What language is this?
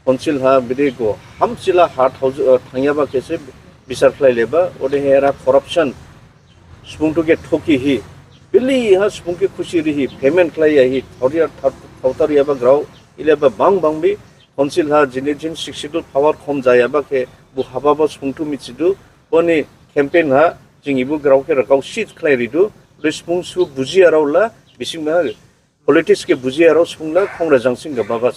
Dimasa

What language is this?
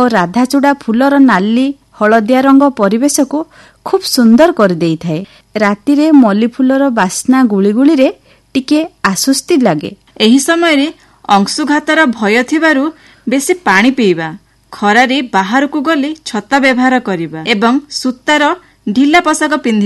Odia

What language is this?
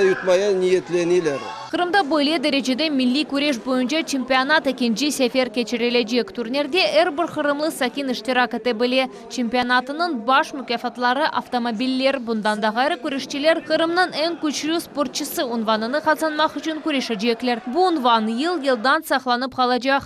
Crimean Tatar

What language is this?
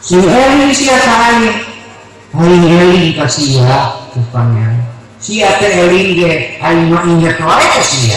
Sundanese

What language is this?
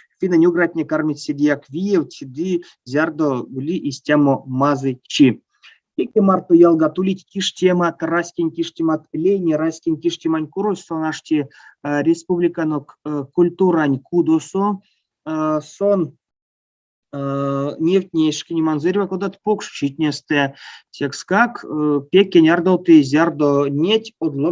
Erzya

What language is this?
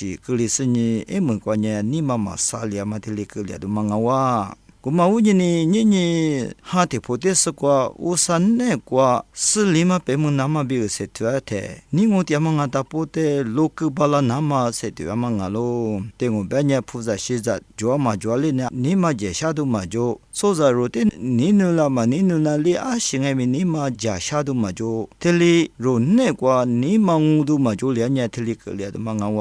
Lisu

